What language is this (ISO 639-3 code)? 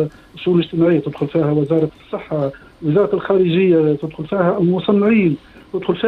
aeb